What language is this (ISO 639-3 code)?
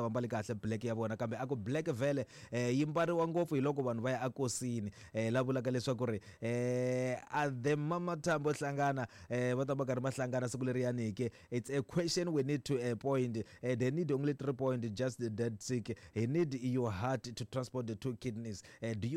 tso